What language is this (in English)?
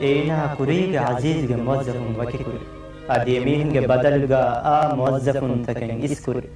Divehi